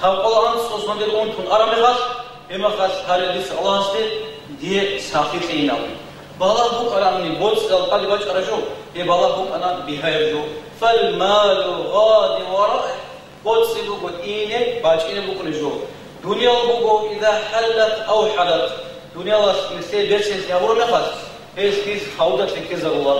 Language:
Avaric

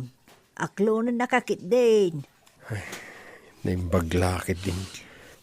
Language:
Iloko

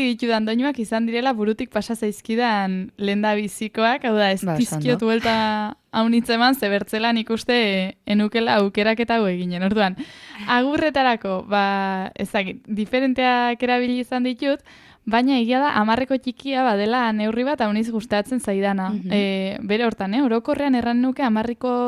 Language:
Basque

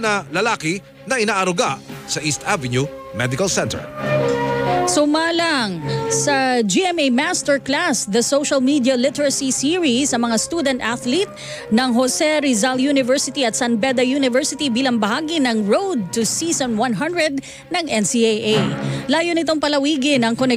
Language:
Filipino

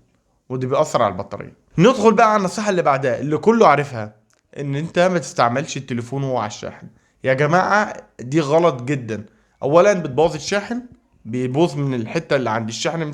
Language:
Egyptian Arabic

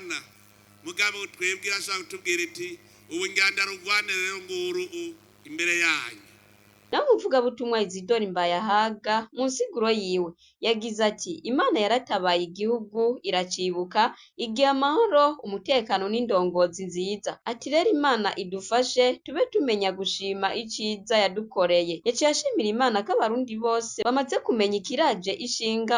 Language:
Rundi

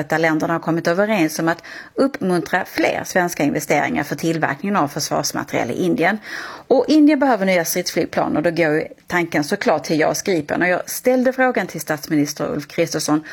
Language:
Swedish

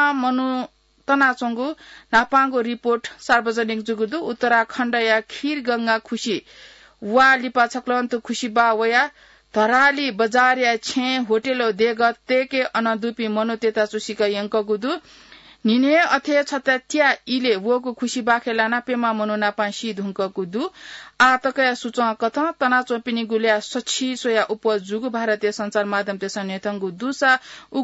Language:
Newari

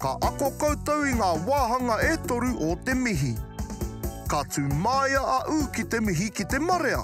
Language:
Māori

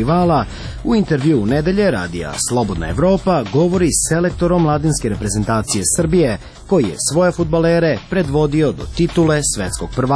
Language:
Serbian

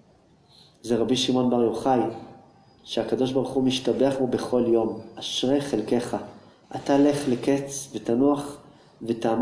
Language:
Hebrew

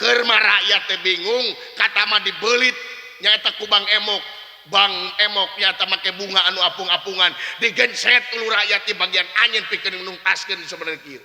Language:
Sundanese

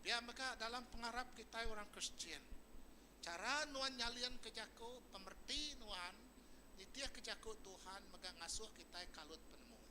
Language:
Iban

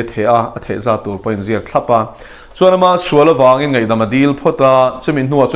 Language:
Mizo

